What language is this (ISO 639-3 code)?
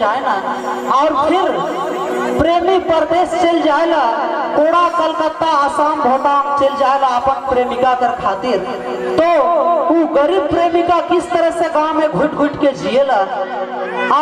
sck